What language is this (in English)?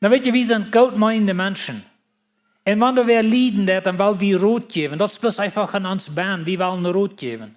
Plautdietsch